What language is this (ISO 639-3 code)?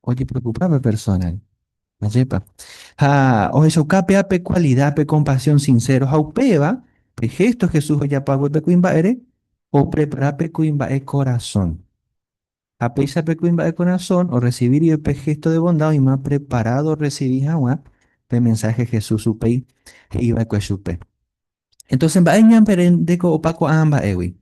grn